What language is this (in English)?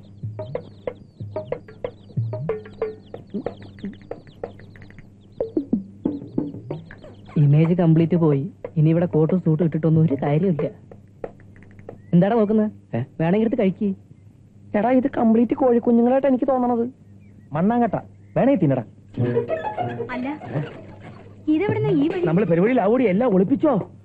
Malayalam